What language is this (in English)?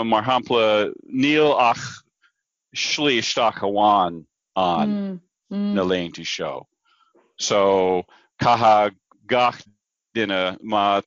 Irish